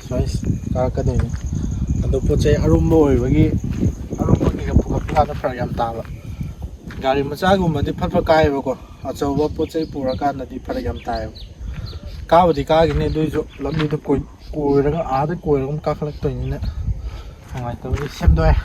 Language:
Manipuri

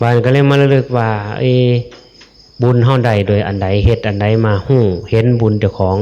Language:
Northeastern Thai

